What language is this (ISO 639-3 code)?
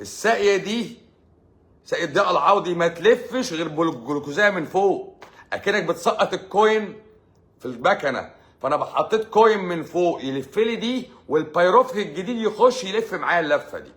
arz